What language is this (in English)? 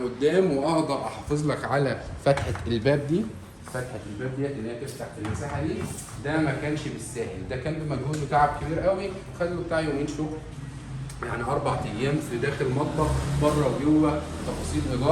Egyptian Arabic